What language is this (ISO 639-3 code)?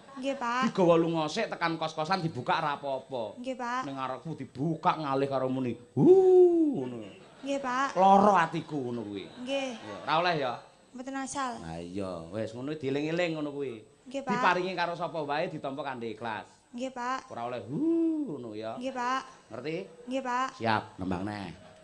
jav